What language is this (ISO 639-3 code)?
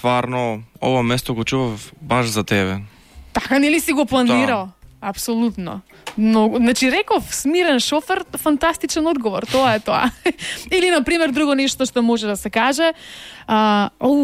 mkd